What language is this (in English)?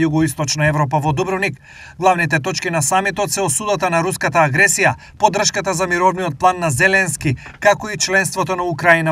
Macedonian